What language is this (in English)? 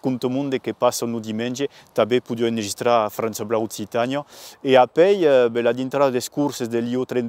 Occitan